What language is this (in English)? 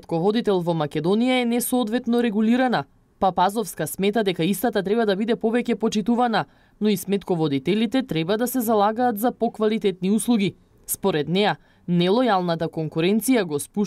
Macedonian